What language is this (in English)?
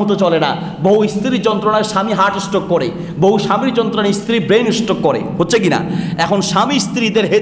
Bangla